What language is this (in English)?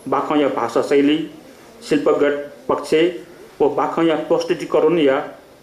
Newari